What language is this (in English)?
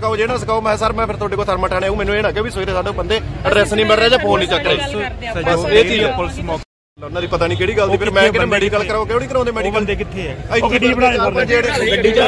Punjabi